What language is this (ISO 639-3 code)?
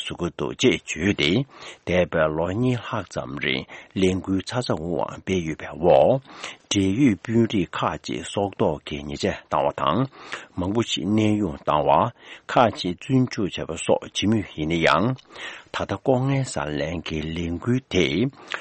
bod